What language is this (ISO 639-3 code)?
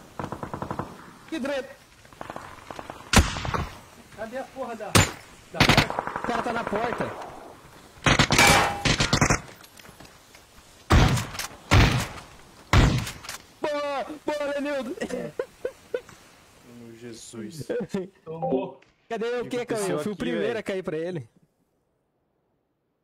por